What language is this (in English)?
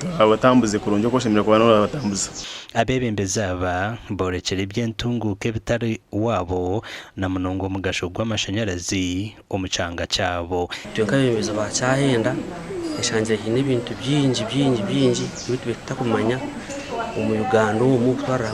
Nyankole